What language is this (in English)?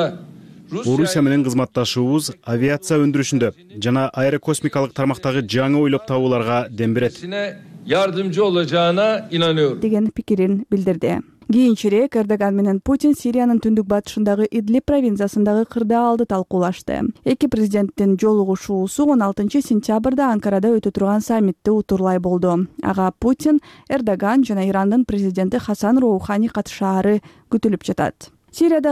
Kyrgyz